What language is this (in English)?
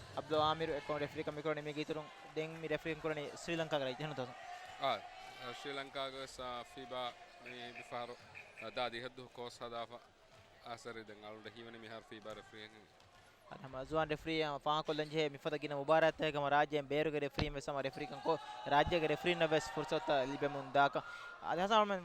Divehi